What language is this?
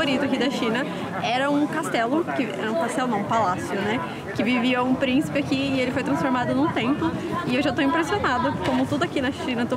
Portuguese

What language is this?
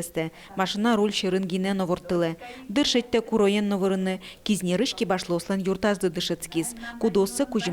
Udmurt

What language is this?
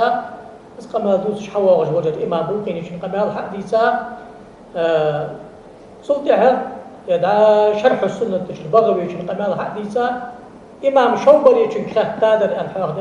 Ingush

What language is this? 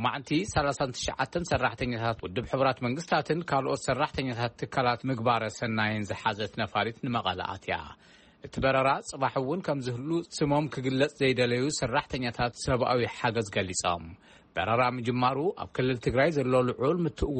Tigrinya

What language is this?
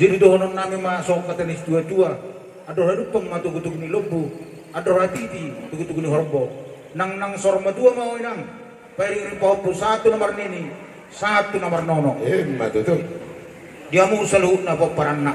Batak Toba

